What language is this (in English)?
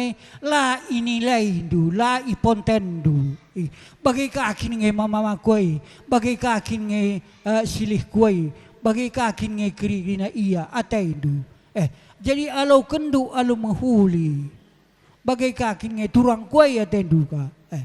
Batak Karo